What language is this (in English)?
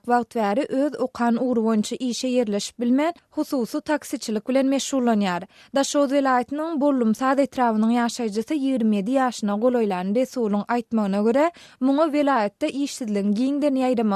Turkmen